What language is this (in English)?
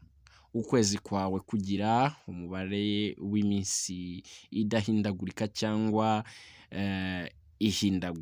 Kinyarwanda